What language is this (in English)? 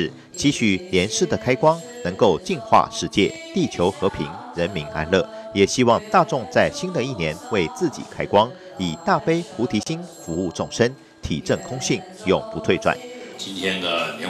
Chinese